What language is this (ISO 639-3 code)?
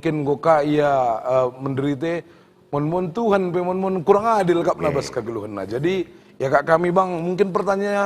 btx